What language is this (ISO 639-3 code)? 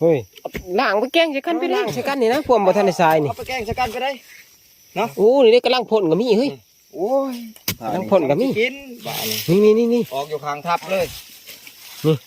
tts